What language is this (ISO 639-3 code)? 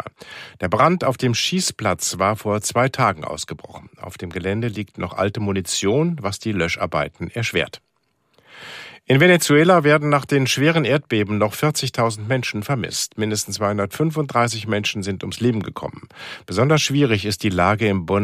deu